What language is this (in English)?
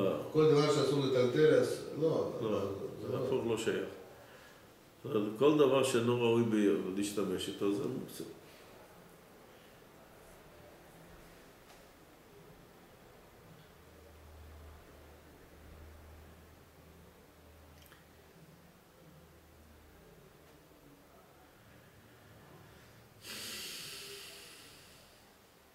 Hebrew